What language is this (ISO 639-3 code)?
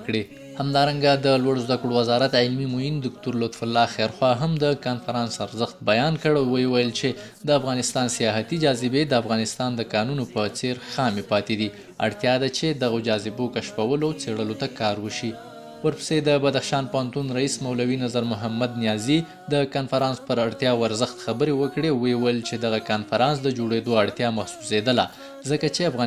pus